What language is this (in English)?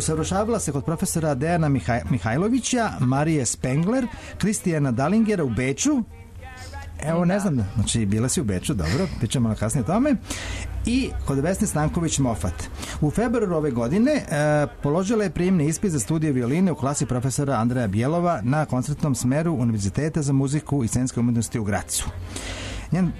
Serbian